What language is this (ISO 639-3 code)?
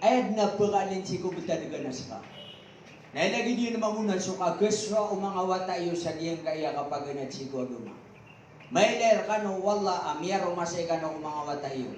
mrw